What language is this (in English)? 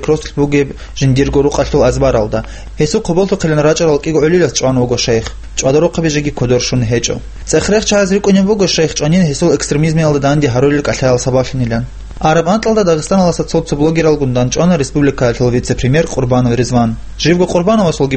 Avaric